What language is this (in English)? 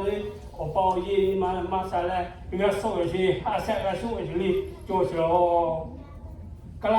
Lahu